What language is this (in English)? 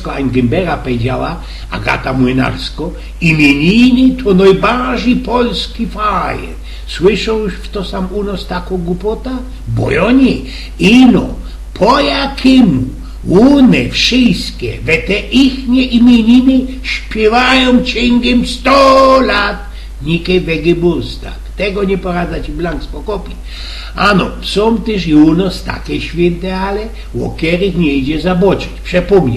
Silesian